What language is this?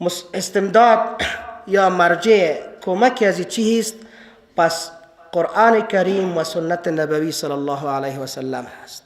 Persian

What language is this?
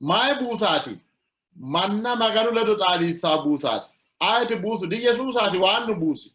Sidamo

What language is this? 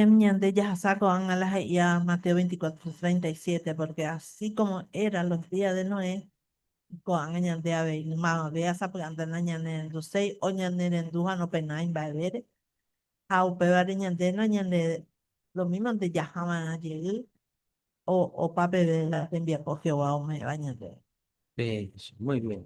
Guarani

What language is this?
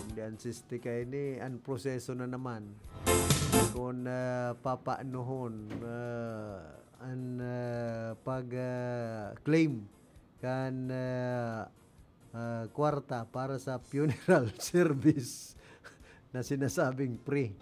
Bikol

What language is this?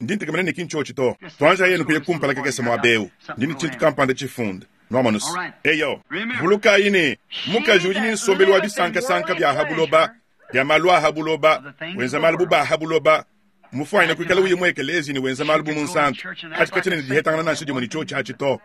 Luba-Lulua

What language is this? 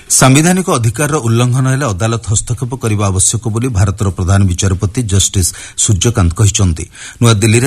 Odia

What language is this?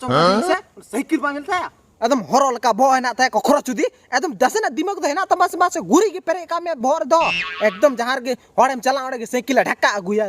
Santali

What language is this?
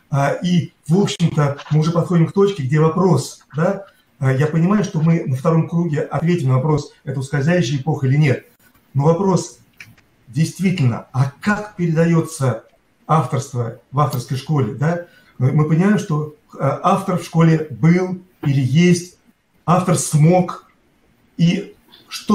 Russian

